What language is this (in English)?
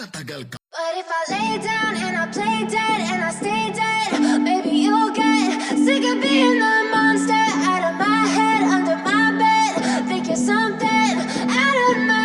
Cebuano